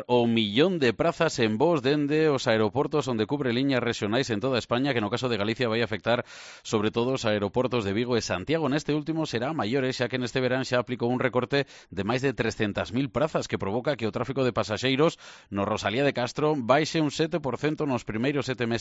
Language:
Galician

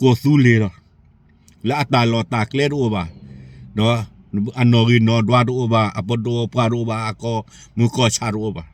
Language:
S'gaw Karen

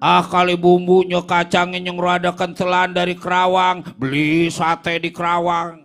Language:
Betawi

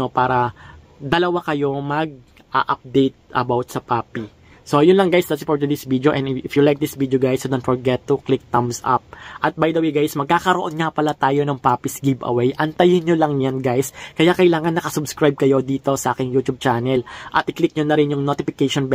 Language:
Filipino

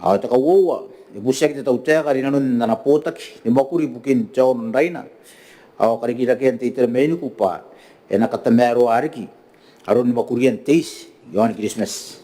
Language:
Gilbertese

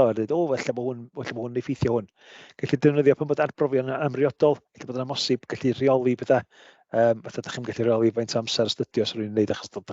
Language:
Welsh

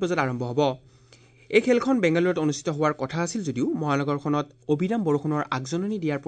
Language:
Assamese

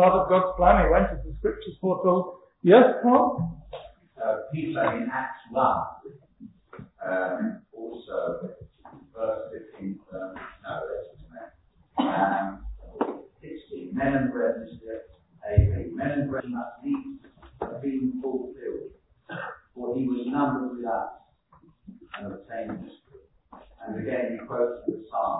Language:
English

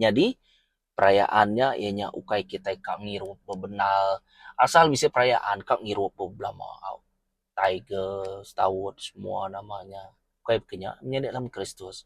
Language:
Iban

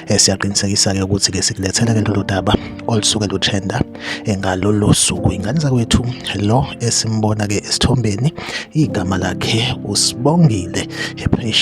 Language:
Zulu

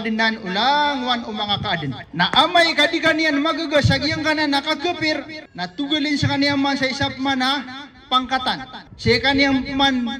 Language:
Maranao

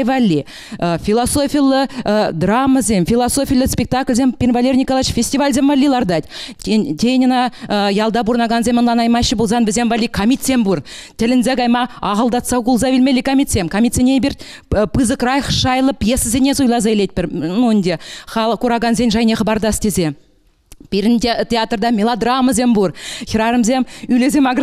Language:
Chuvash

